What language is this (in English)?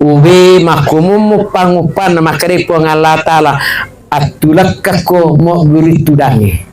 Buginese